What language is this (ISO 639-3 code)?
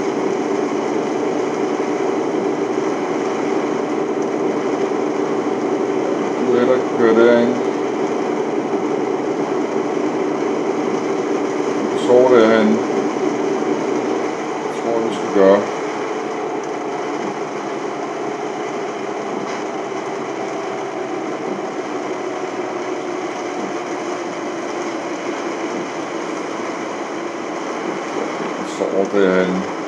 dan